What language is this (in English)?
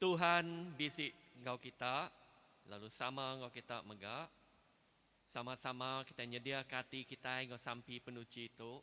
Iban